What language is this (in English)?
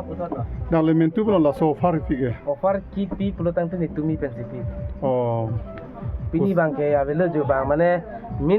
Karbi